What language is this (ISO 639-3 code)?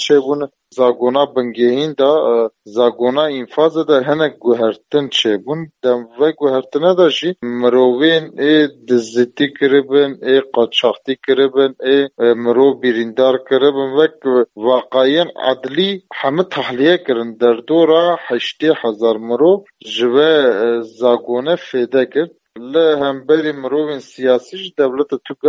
kur